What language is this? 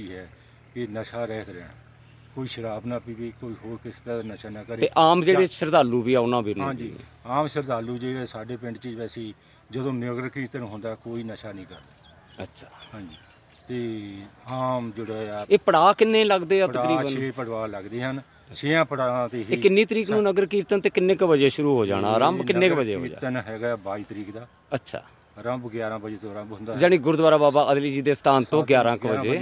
Punjabi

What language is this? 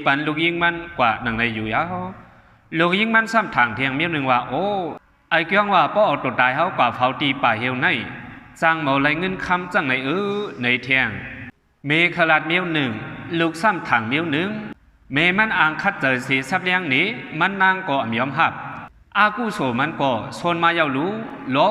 Shan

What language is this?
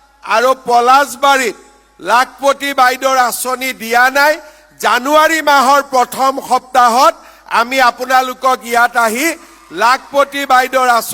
Assamese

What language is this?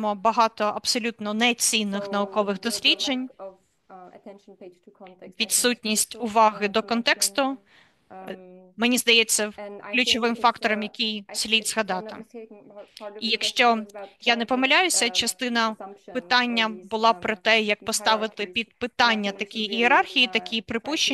Ukrainian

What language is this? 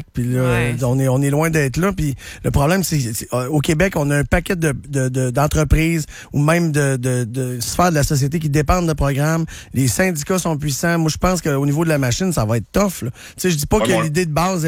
French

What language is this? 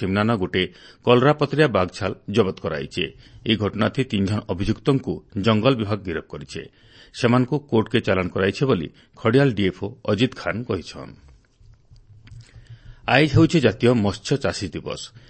Odia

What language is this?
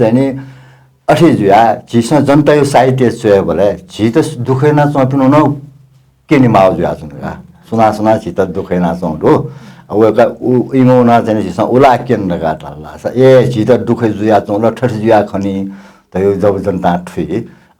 Newari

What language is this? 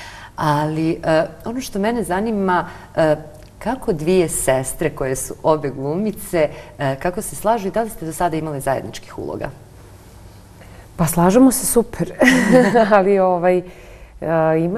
Serbian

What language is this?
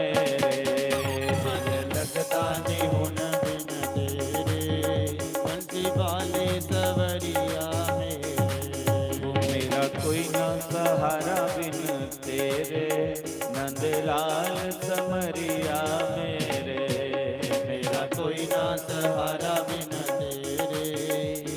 Dogri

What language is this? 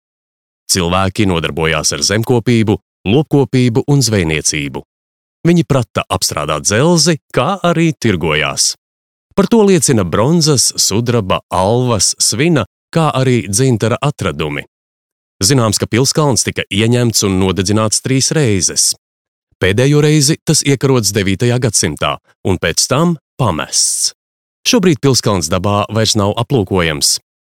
Latvian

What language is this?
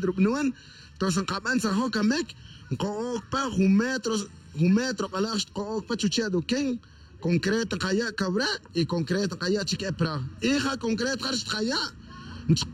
Tz'utujil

